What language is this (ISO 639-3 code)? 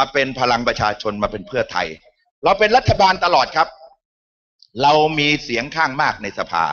tha